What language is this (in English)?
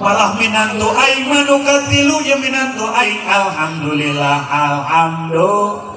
Sundanese